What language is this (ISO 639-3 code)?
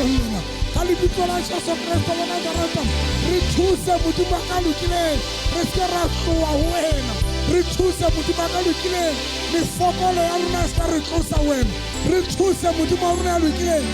sot